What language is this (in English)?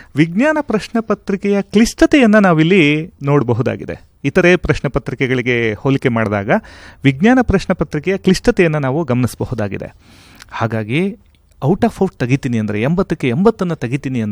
Kannada